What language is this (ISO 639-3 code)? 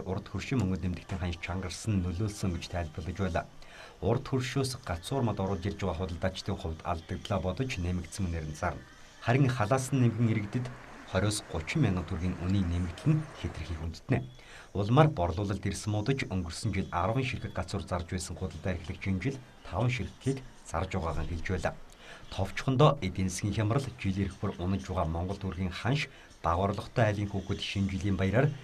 mon